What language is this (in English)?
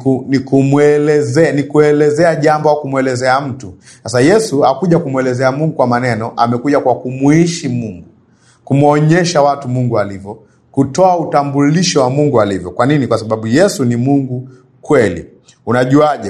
Swahili